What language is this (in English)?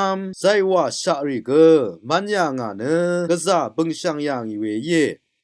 Rawang